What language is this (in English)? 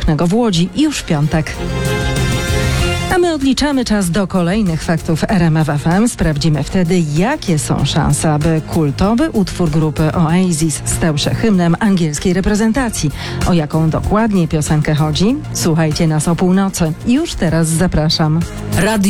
Polish